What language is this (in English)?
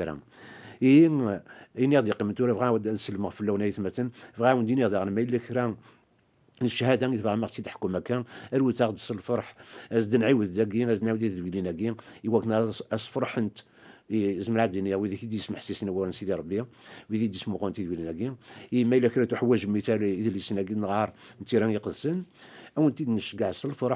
Kabyle